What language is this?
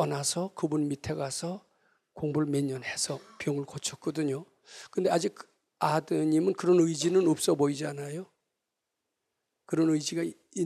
Korean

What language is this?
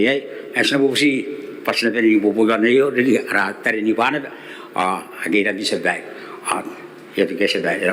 Gilbertese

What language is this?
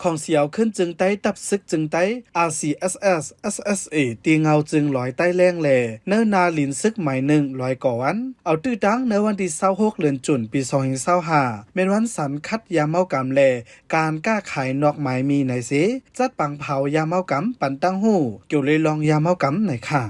Shan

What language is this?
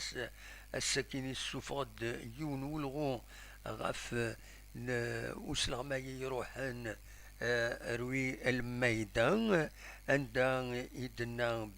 Kabyle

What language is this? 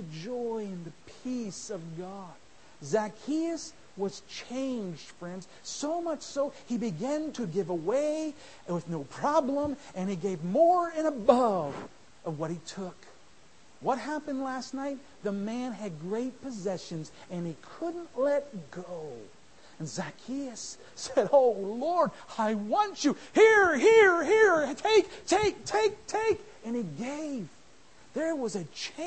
English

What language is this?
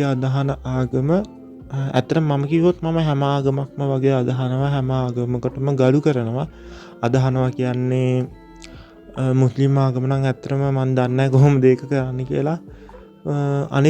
Sinhala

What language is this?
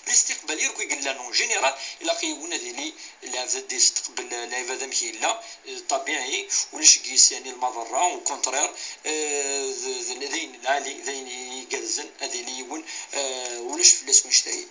Kabyle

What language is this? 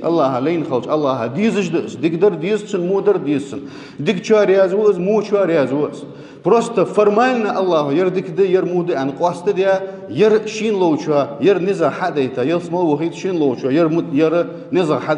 Ingush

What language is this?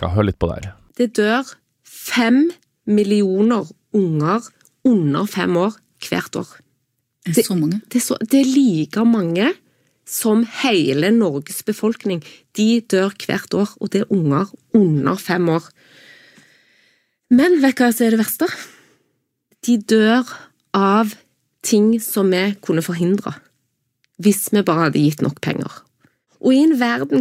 Norwegian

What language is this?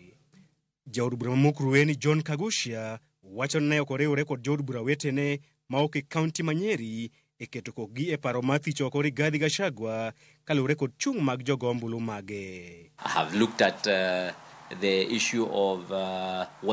Luo (Kenya and Tanzania)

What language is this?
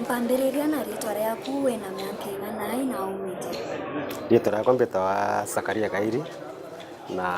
Meru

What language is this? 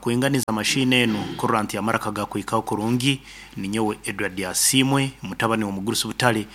Nyankole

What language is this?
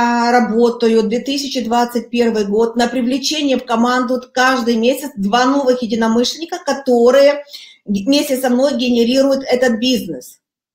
Russian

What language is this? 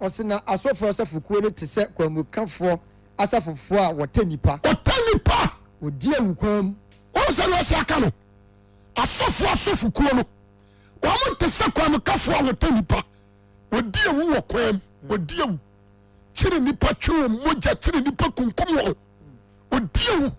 Akan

